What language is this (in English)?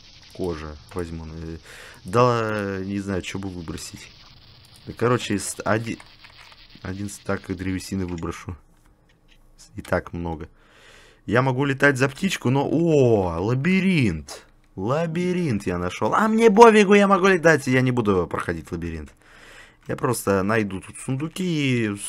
Russian